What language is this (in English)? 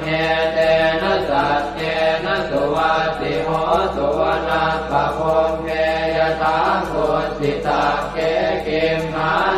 Pali